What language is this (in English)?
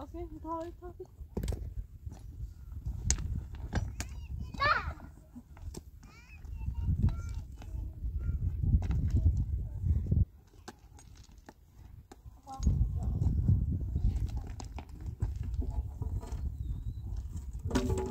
Persian